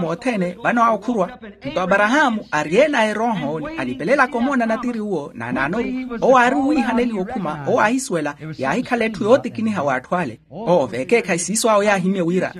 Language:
Makhuwa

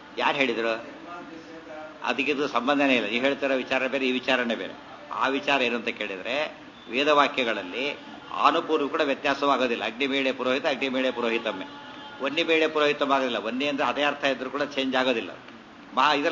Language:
Kannada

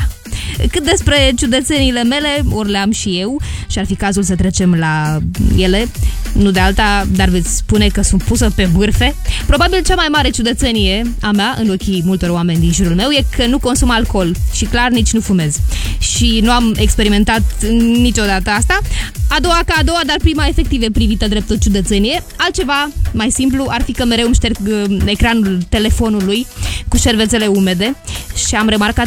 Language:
Romanian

